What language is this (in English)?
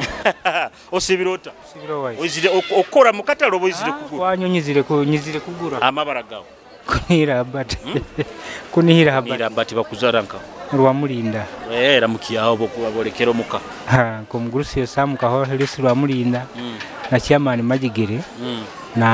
Nyoro